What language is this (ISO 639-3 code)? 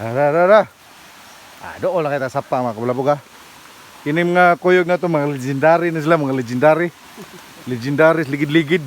ceb